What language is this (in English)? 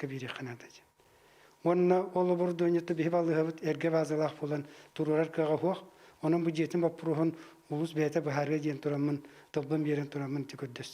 Yakut